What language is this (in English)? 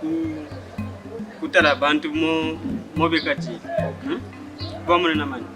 Luba-Katanga